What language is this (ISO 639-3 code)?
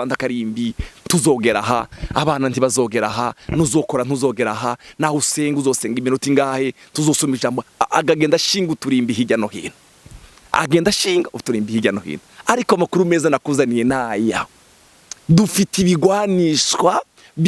run